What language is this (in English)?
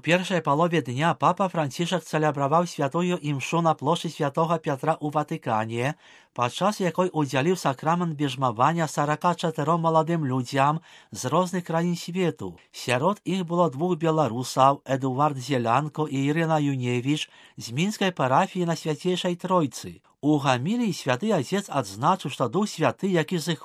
Belarusian